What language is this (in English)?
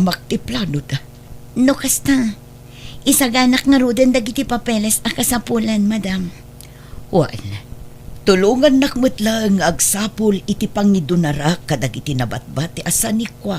Iloko